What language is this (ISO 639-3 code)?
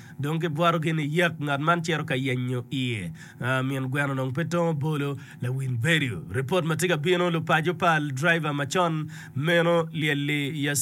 ach